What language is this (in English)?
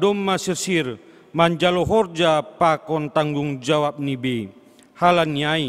Batak Simalungun